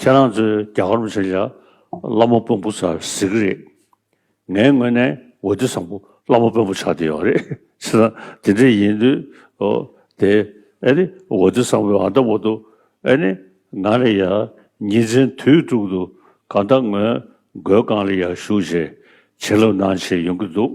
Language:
Tibetan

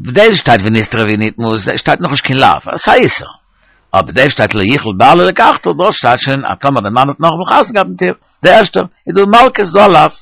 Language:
Yiddish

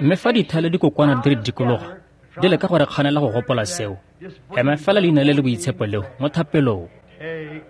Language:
Tswana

